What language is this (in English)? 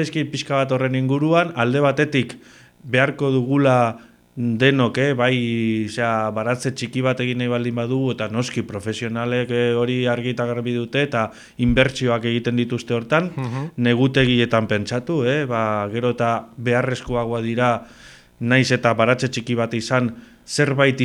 Basque